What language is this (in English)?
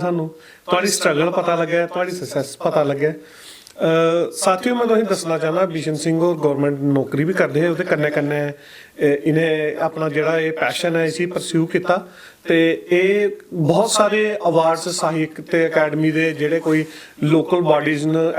Dogri